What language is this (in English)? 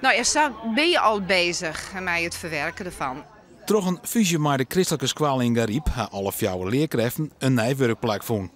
Western Frisian